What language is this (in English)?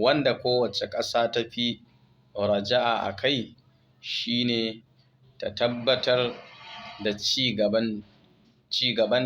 Hausa